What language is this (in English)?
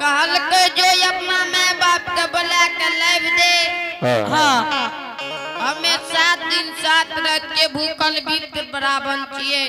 Angika